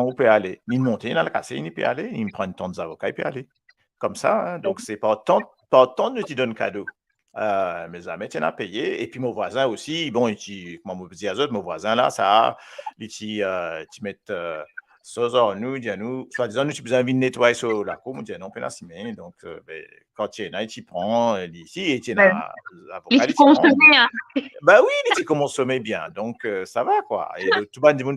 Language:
Morisyen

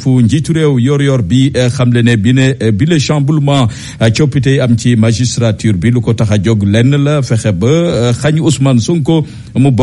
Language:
Wolof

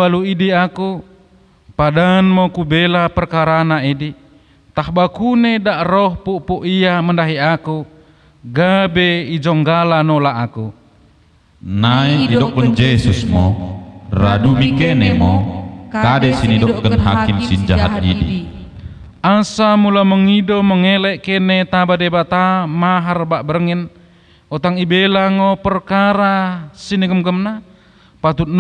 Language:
Batak Dairi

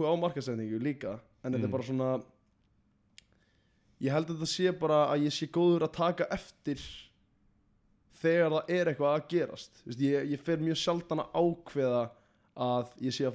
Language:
Icelandic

